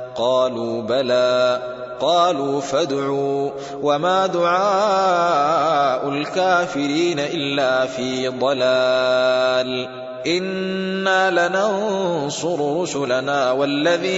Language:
Arabic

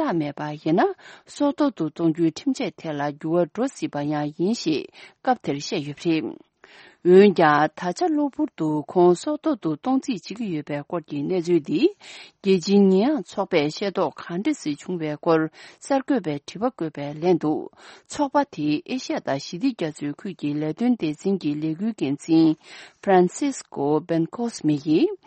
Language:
Tibetan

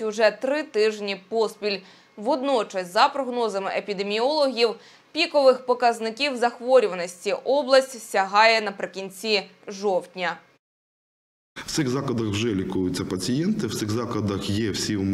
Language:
Ukrainian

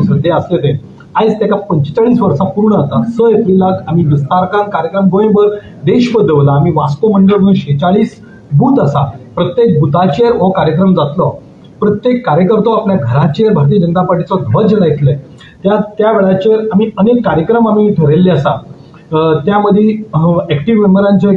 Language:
Konkani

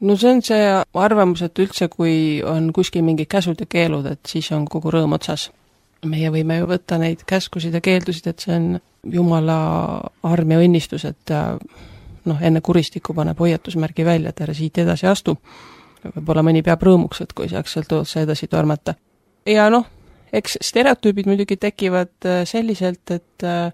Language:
Estonian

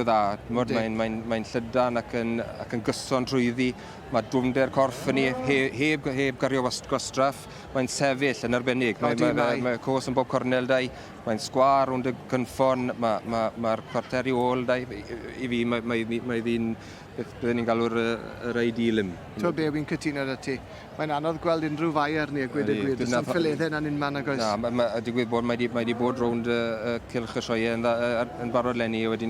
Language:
Welsh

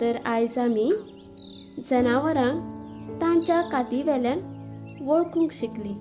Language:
Konkani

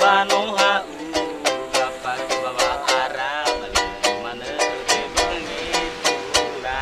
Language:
Nias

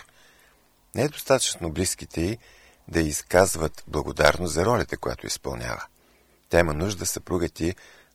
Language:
Bulgarian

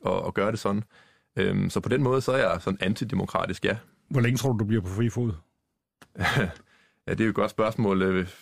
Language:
Danish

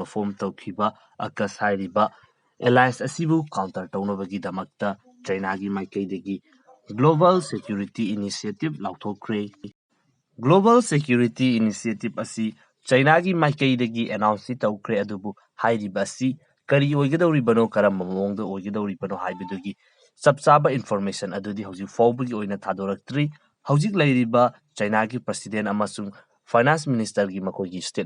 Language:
Manipuri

